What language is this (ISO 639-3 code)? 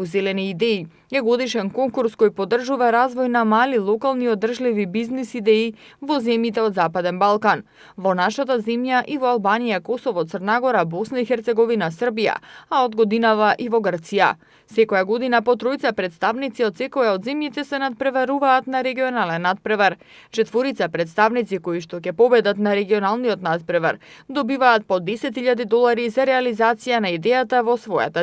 mkd